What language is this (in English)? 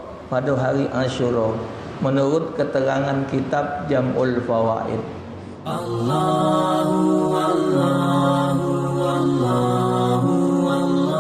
Musi